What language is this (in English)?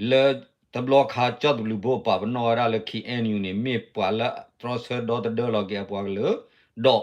S'gaw Karen